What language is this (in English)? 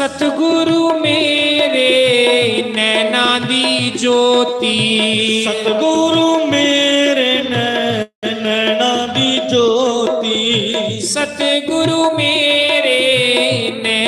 Dogri